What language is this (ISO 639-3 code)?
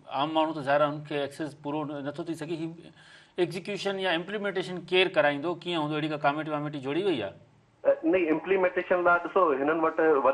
snd